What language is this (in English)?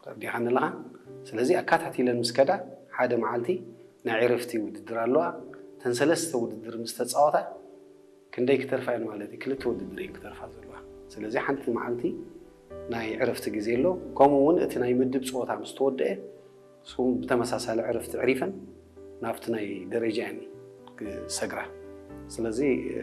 Tigrinya